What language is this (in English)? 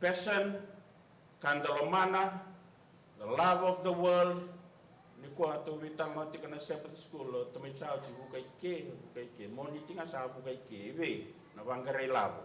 Fijian